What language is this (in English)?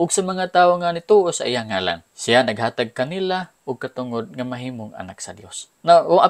Cebuano